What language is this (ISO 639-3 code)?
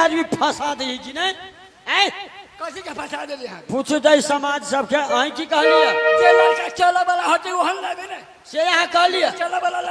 mai